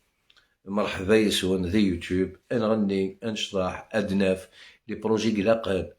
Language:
Algerian Arabic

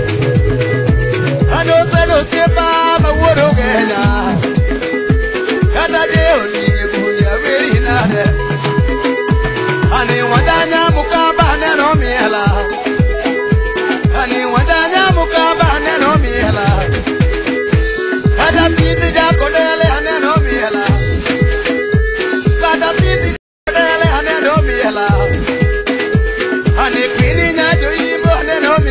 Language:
Luo (Kenya and Tanzania)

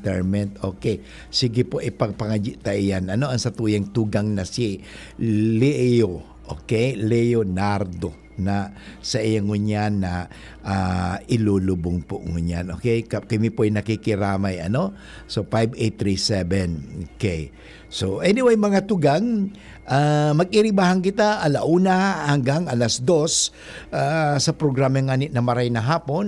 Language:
Bikol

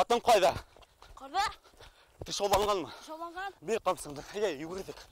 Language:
Bashkir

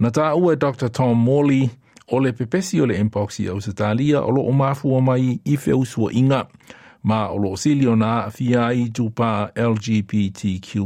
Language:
Samoan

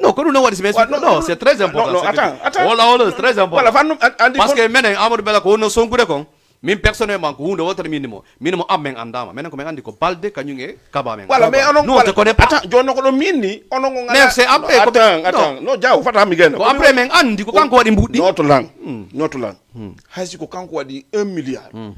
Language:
Fula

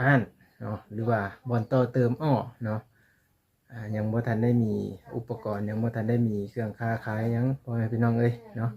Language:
Lao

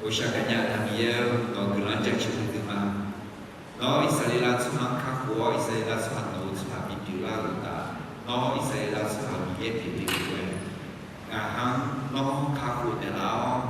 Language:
Akha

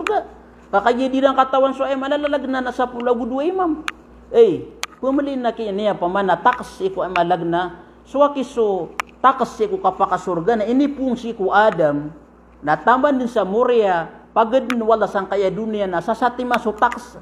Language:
Maranao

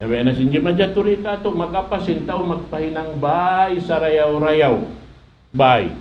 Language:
Tausug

